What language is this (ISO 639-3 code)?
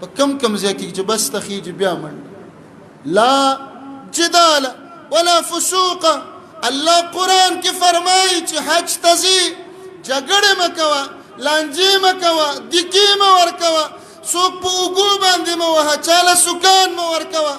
pus